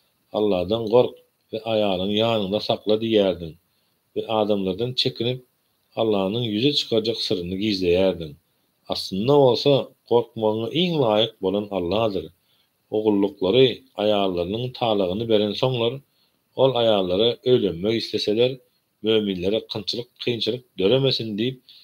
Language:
Turkmen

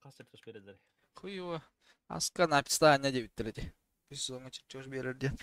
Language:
Yakut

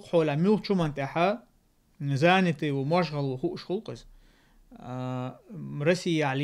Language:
Chechen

